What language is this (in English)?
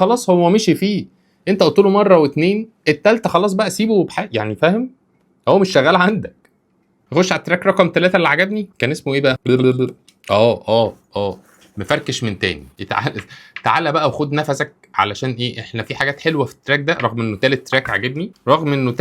Egyptian Arabic